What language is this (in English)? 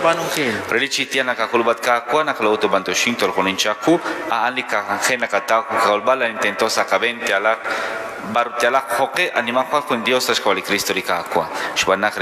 Kekchí